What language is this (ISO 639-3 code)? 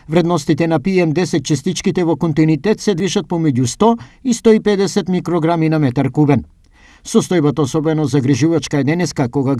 mkd